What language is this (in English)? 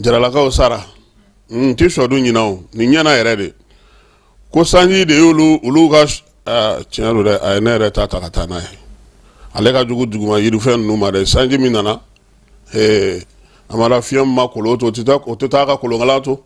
Bambara